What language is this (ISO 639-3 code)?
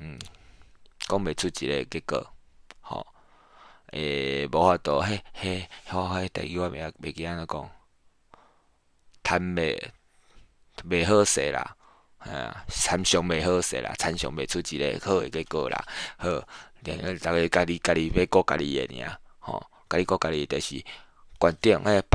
nan